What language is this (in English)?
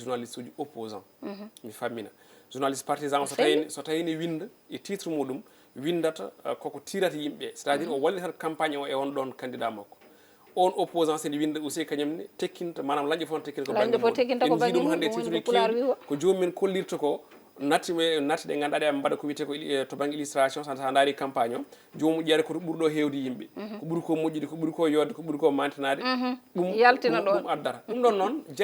Fula